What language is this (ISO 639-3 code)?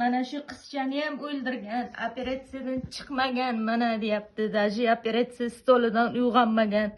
uzb